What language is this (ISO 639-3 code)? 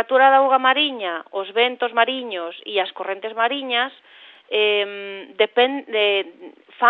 glg